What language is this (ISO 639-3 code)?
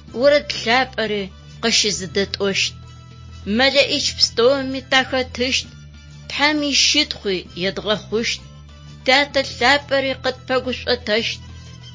ady